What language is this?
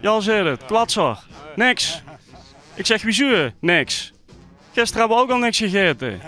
Limburgish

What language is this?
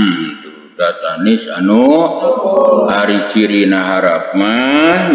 Sundanese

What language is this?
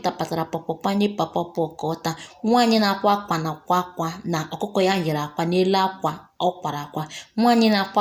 Igbo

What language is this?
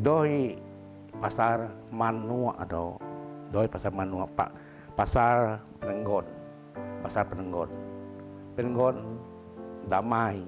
Biatah Bidayuh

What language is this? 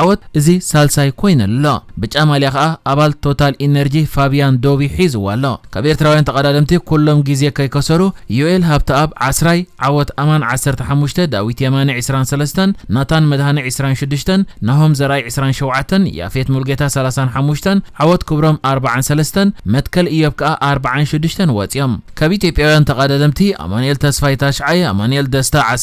Tigrinya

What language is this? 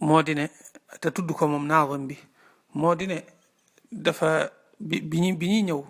Wolof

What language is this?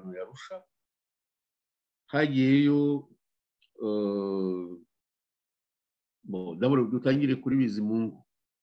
Kinyarwanda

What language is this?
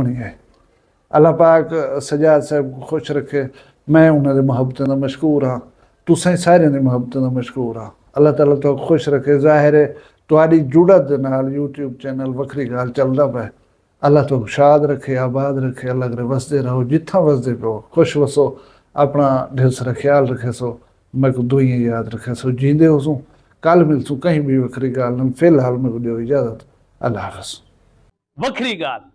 Saraiki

